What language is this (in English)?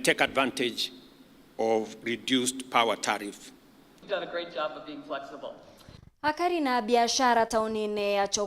Meru